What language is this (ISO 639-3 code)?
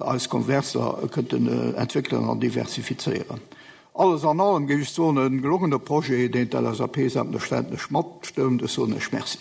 ltz